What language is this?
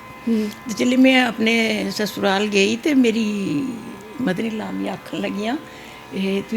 Dogri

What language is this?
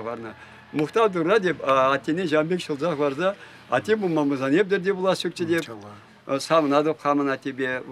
Chuvash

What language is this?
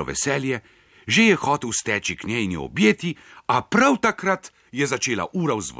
Slovenian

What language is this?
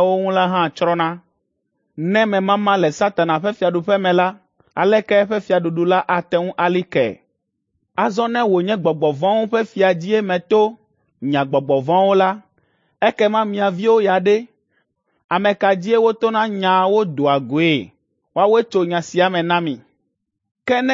Ewe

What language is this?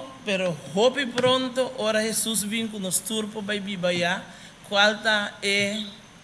Papiamento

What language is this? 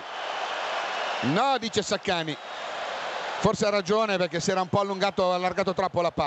Italian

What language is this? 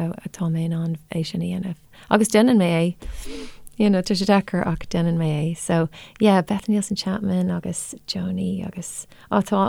Irish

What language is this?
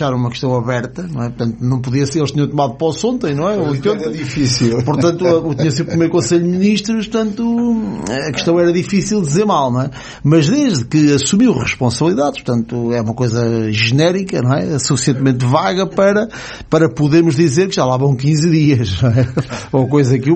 Portuguese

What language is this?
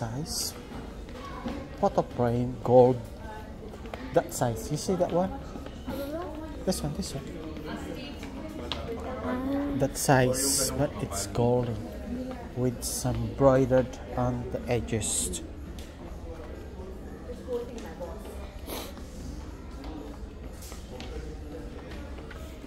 English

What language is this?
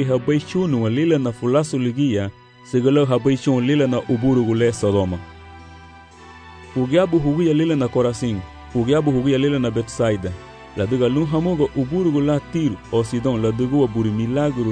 Garifuna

